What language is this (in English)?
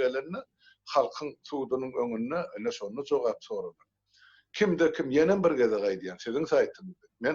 Turkmen